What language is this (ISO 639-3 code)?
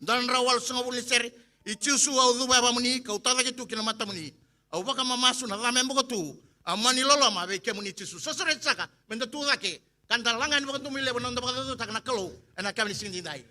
fij